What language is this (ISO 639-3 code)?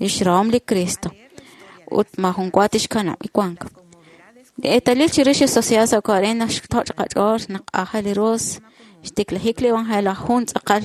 kek